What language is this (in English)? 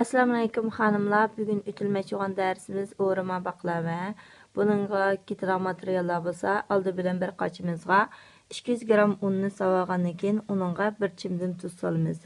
Uyghur